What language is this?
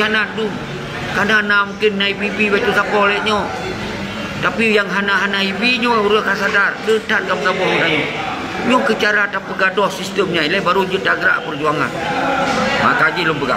Achinese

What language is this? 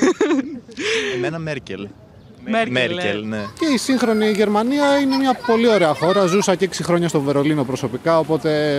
Greek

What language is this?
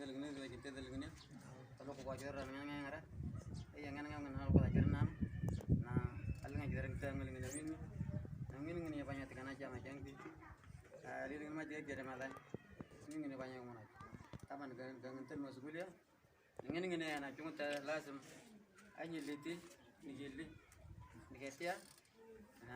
Moro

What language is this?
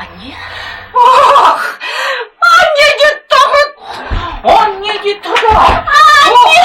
Chuvash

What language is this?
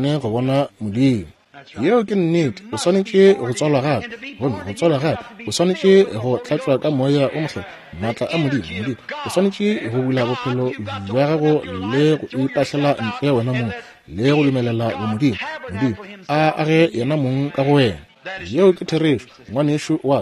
Northern Sotho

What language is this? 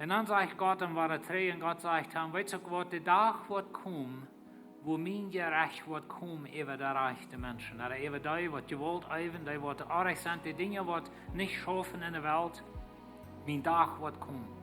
Plautdietsch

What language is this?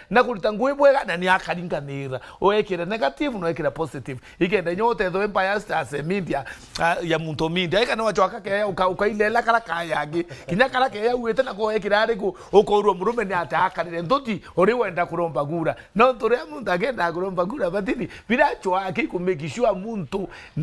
Meru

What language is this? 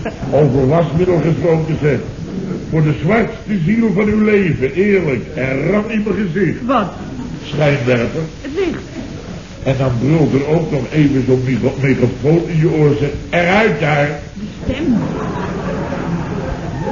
Dutch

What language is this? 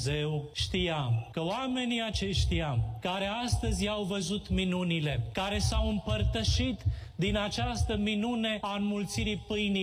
Romanian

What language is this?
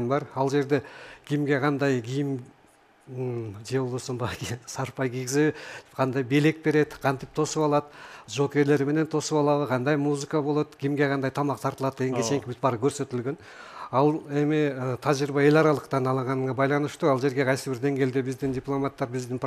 Kyrgyz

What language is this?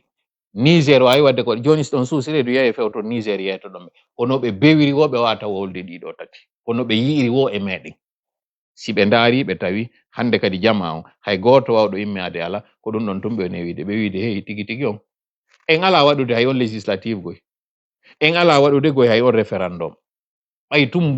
Fula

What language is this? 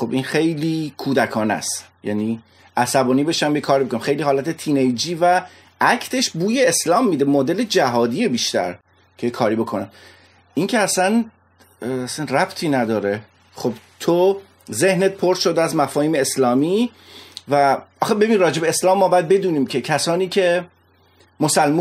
Persian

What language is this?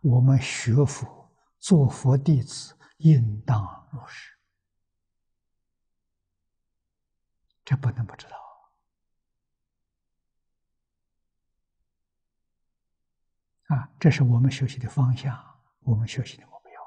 Chinese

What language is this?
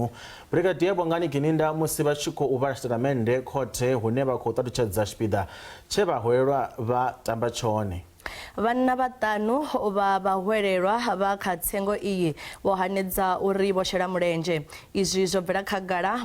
Venda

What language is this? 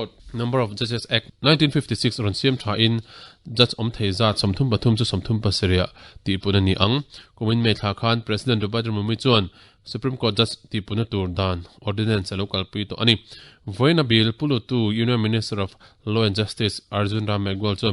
Mizo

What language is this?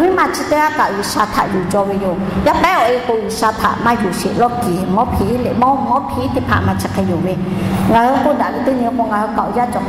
Lahu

